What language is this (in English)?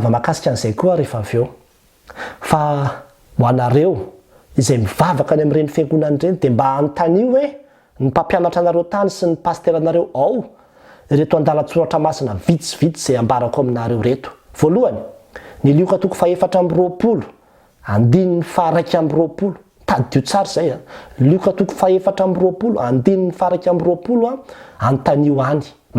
Malagasy